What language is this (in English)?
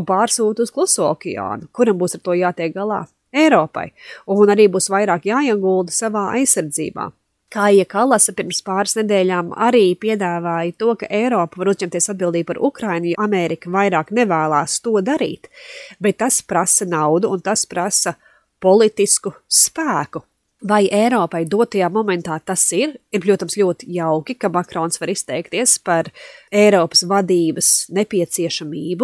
Latvian